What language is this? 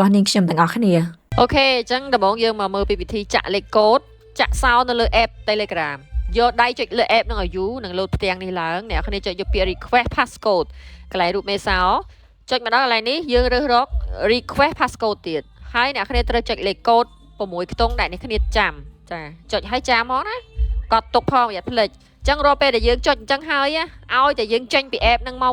Khmer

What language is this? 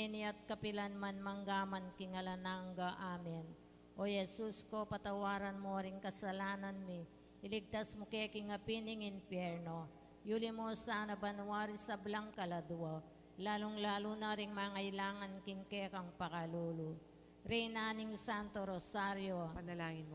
Pampanga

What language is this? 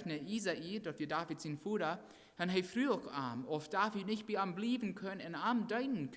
Plautdietsch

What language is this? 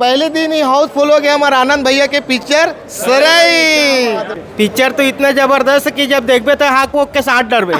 Chhattisgarhi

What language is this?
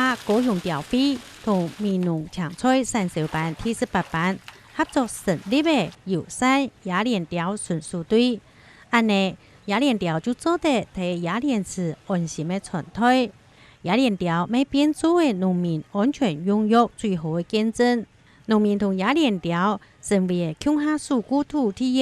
Hakka Chinese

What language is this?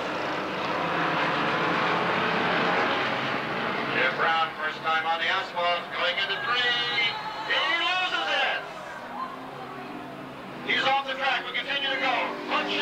English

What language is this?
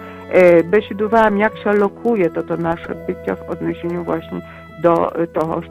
Polish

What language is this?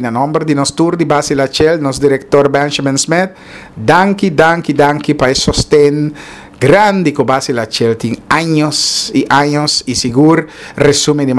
Papiamento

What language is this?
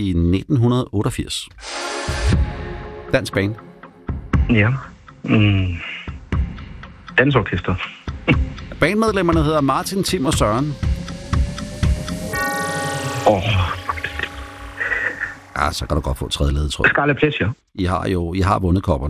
Danish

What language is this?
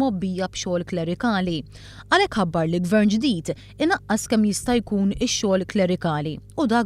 Maltese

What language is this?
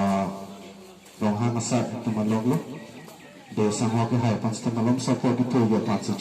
Karbi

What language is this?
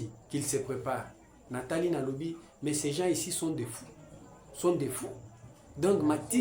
Lingala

